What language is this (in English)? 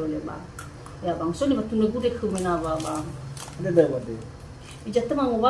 Nias